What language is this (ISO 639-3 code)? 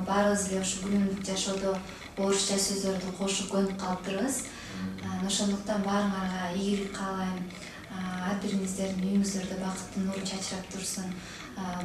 kir